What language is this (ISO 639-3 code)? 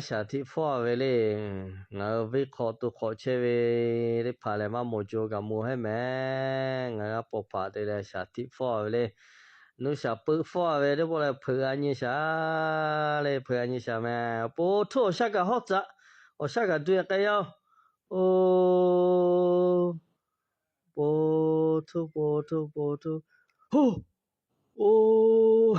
lhu